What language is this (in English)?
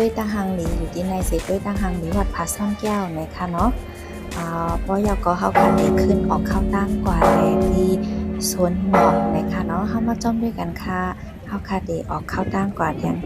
Shan